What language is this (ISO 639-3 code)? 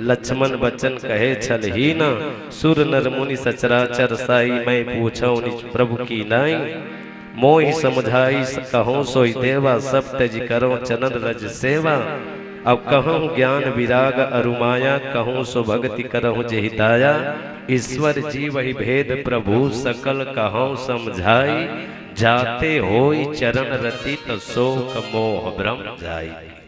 hne